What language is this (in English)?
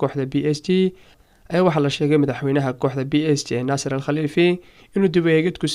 Somali